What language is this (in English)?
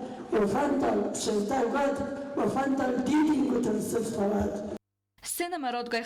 Ossetic